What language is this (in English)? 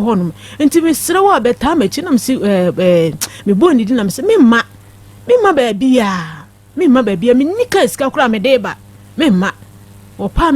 Akan